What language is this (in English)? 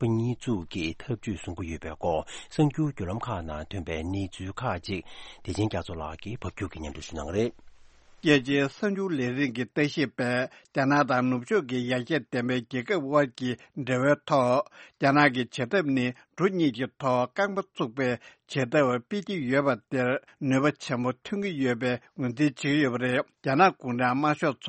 Tibetan